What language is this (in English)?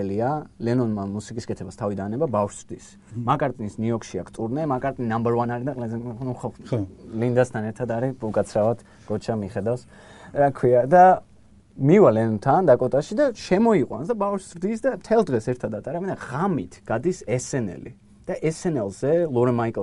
Georgian